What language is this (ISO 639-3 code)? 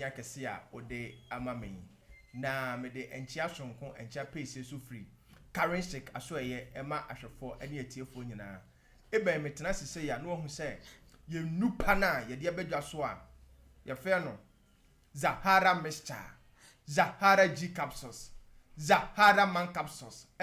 aka